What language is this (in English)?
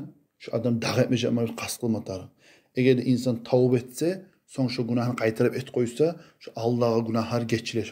Kumyk